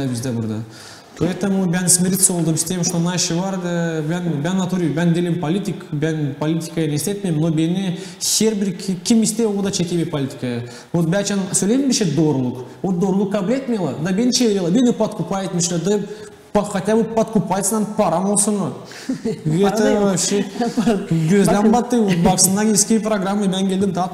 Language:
Gagauz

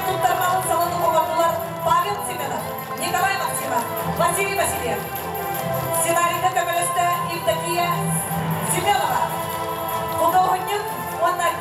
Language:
Yakut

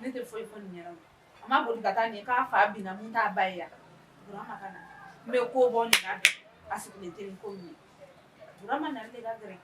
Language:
Bambara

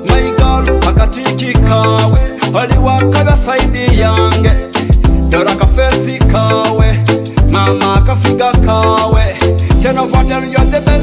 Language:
Nyoro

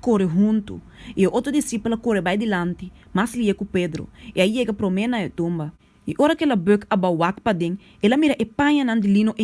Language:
Papiamento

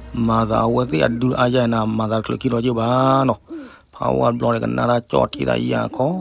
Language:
S'gaw Karen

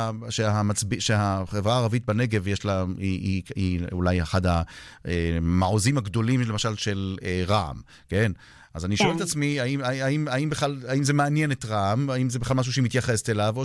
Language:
Hebrew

